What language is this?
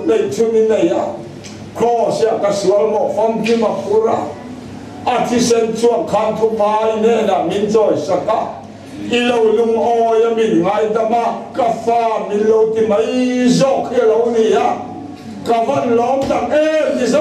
Mizo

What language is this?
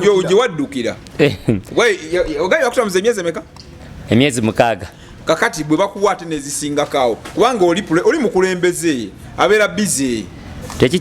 Ganda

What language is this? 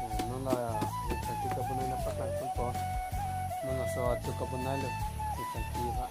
Karbi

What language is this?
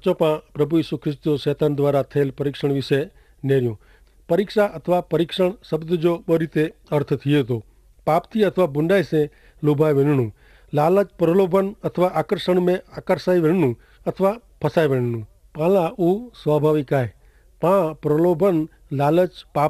Kachhi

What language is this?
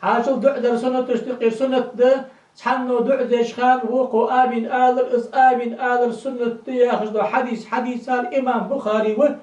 Ingush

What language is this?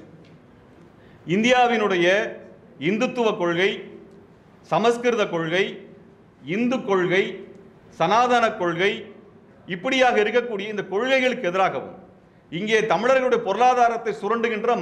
Tamil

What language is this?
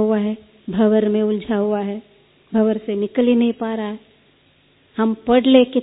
Hindi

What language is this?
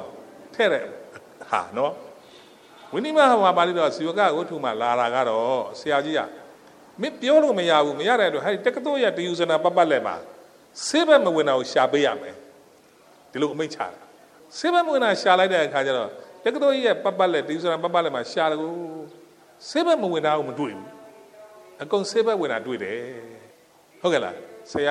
Burmese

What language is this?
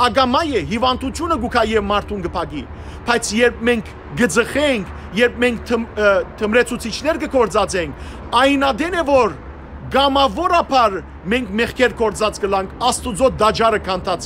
Western Armenian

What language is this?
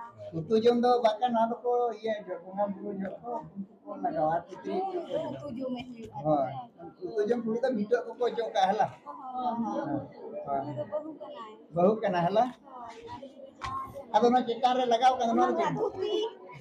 Santali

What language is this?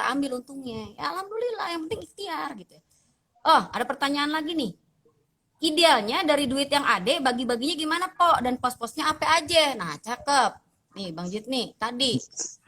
Betawi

